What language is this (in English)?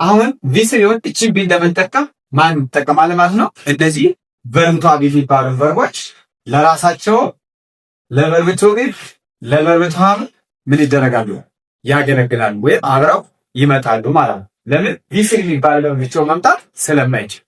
Amharic